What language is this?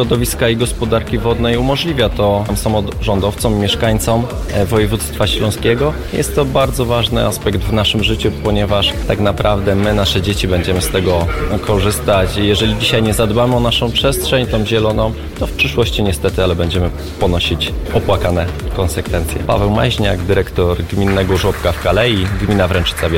Polish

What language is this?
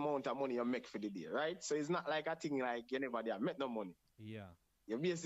Jamaican Creole English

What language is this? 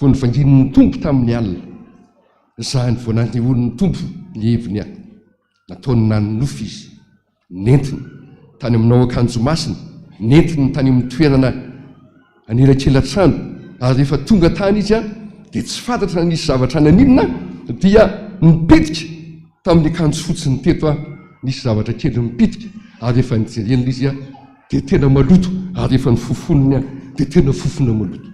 Malagasy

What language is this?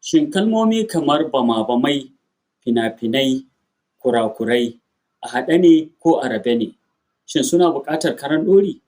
Hausa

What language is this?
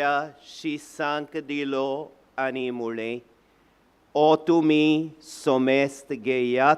Konkani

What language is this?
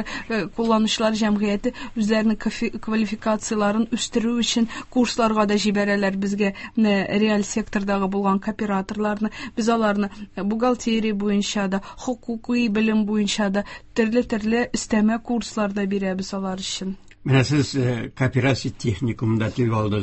Tatar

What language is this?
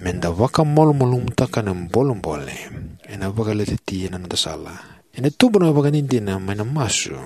Fijian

